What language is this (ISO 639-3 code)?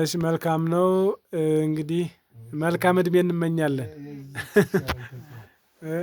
amh